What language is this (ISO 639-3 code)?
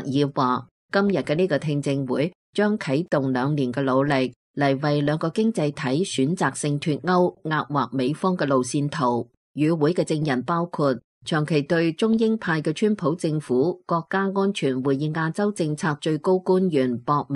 yue